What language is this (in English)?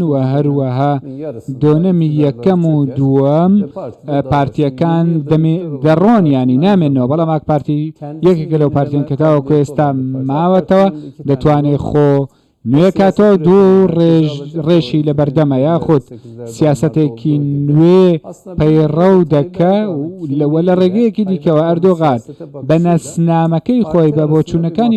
Central Kurdish